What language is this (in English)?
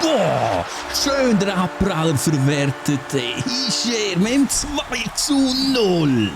Swiss German